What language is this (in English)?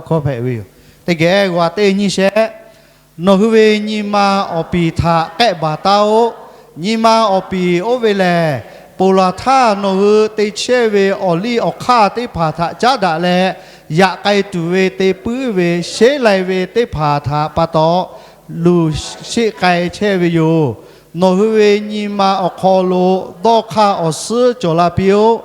Lahu